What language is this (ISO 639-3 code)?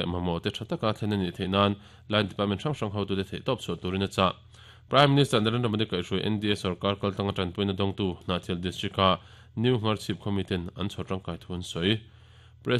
lus